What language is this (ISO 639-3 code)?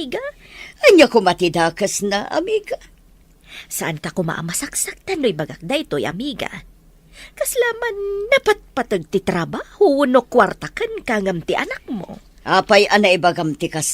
ilo